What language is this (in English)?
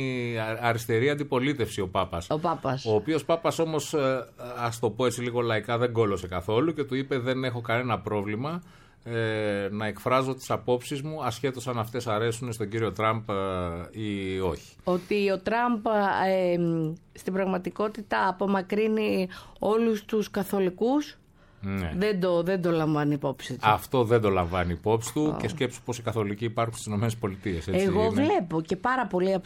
Greek